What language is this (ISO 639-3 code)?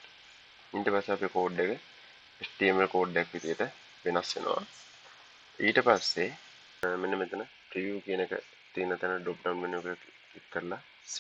sin